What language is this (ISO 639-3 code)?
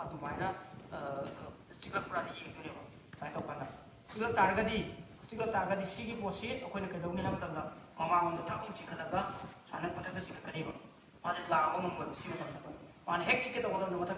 mni